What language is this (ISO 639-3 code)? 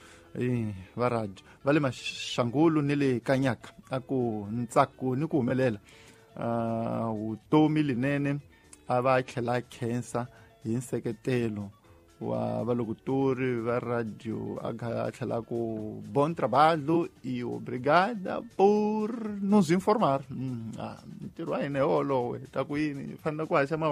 tso